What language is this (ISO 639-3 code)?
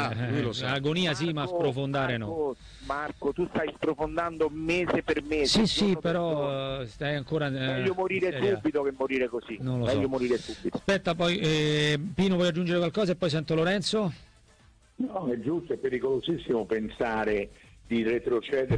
ita